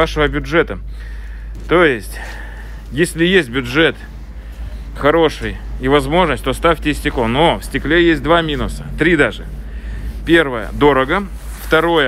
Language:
Russian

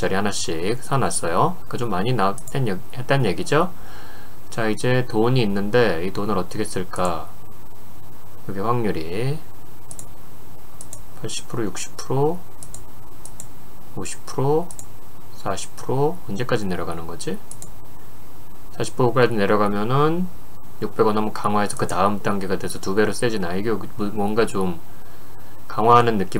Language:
Korean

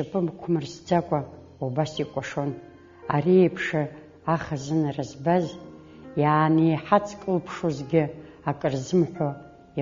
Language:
Abkhazian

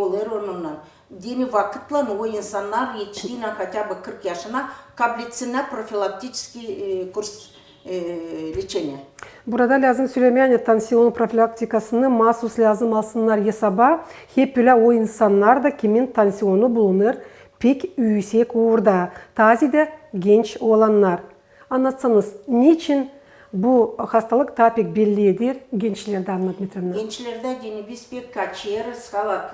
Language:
Gagauz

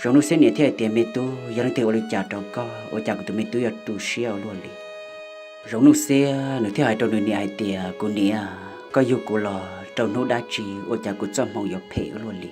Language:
Hmong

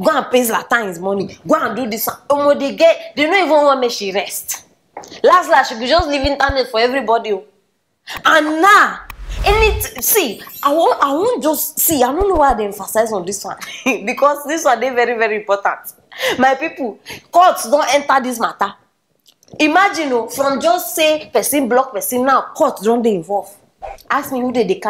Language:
Nigerian Pidgin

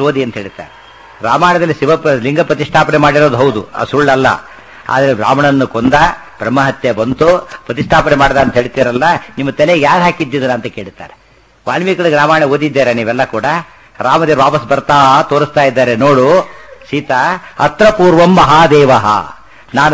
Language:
Kannada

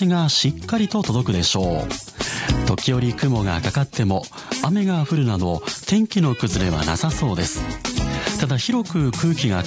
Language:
Japanese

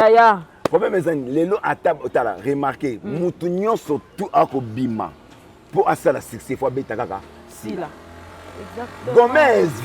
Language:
Lingala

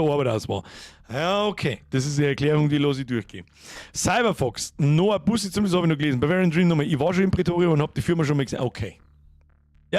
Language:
Bavarian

